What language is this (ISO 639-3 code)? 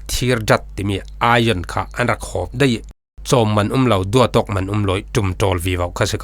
cfm